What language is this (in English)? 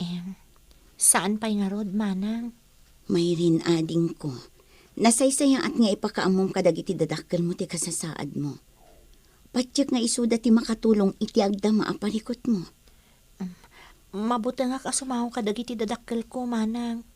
Iloko